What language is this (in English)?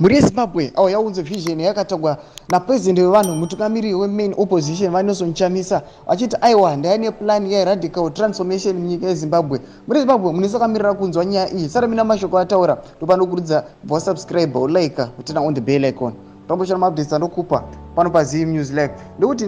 Shona